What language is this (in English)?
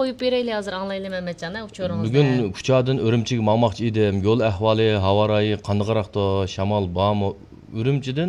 Uyghur